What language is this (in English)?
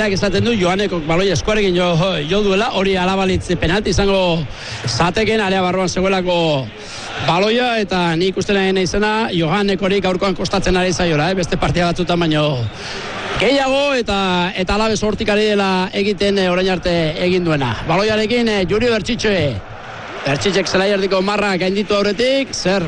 Basque